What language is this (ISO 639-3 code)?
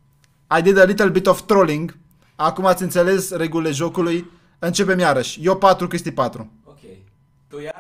ron